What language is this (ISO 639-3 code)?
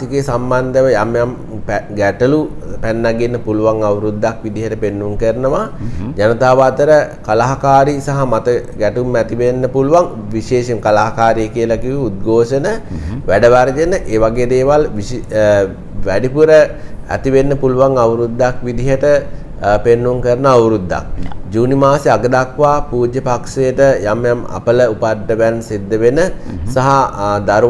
sin